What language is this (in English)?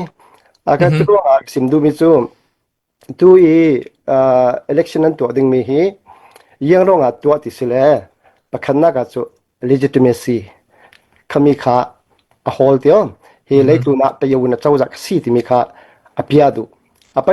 Falam Chin